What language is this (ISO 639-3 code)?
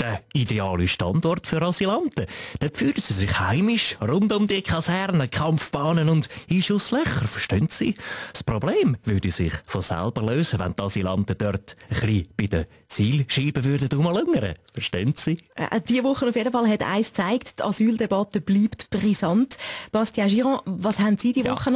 gsw